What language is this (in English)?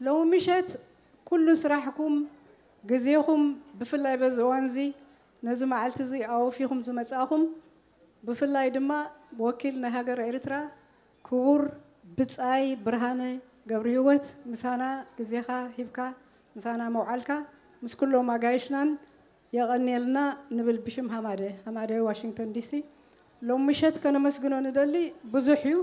Tigrinya